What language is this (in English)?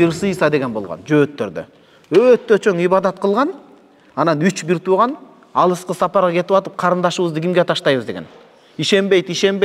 Kyrgyz